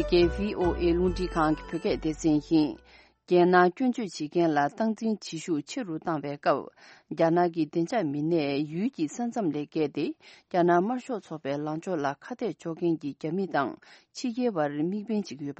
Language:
Tibetan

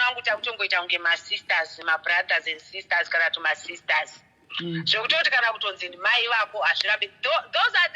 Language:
Shona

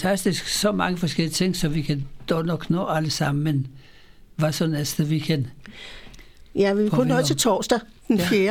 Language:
Danish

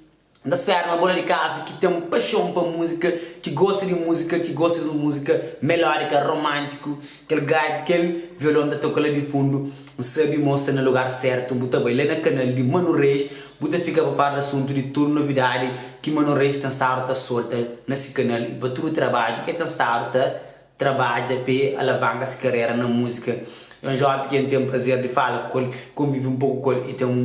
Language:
Kabuverdianu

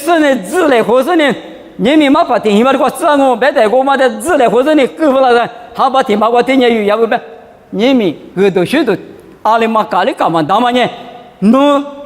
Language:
Lisu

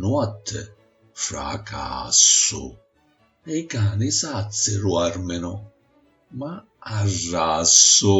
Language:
Sicilian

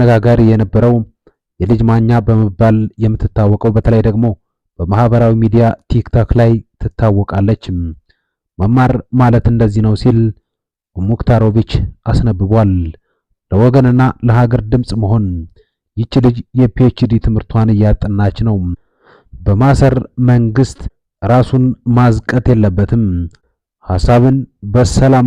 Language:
Amharic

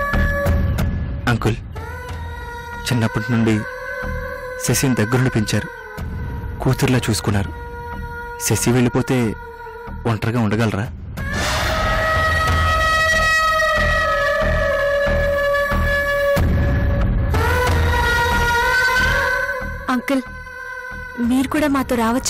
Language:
Telugu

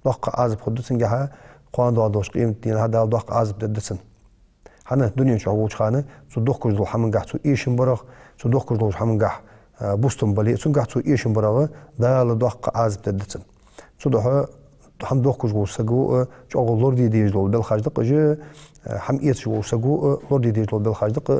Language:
Ingush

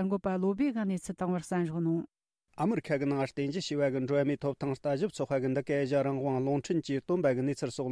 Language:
Tibetan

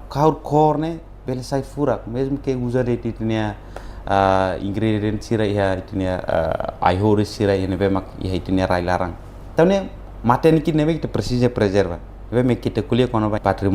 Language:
Tetum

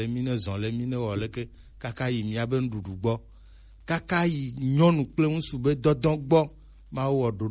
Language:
Gen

